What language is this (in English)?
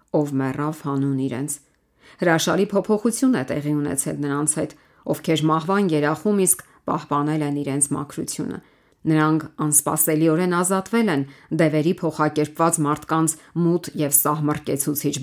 Armenian